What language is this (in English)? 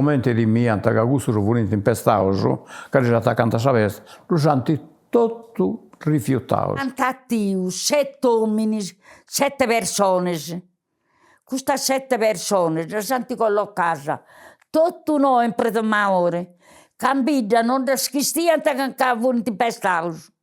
Sardinian